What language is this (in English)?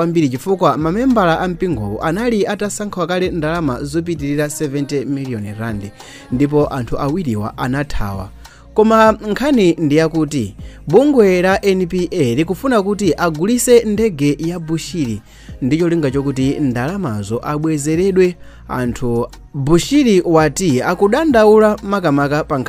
Nyanja